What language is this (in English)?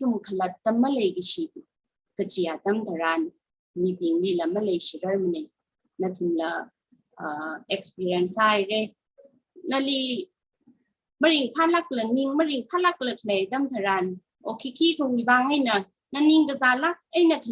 Tangkhul Naga (India)